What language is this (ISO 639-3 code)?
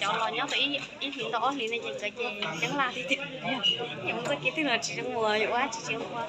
hmn